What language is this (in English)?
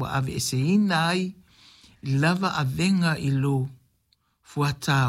Samoan